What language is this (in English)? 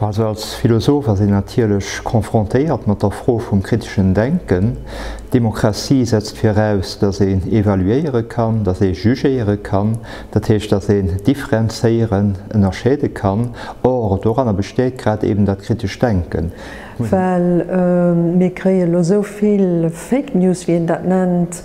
Luxembourgish